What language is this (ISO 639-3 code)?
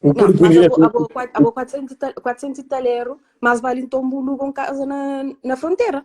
kea